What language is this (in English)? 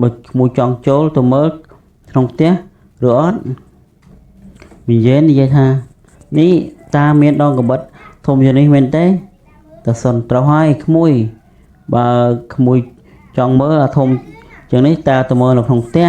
Khmer